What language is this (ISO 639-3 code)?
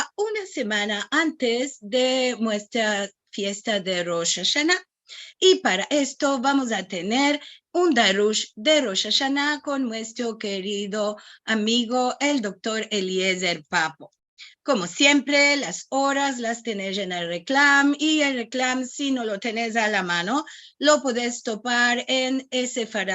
lad